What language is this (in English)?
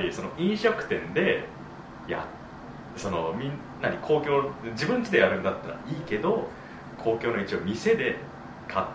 Japanese